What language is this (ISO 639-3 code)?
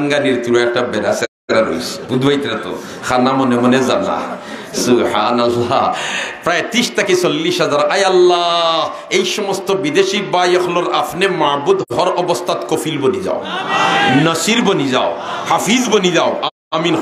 syl